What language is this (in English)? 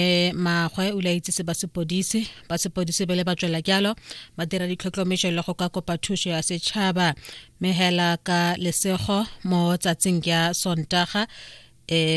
Tswana